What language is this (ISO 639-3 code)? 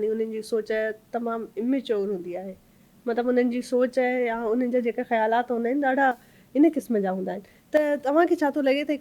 snd